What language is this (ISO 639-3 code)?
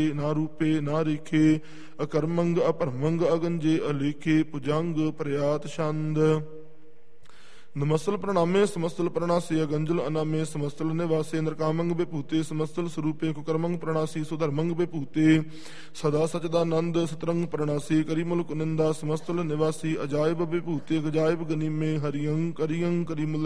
pan